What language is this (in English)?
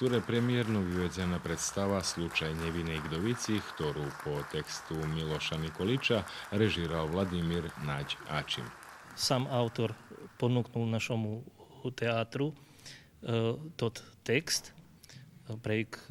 Rusyn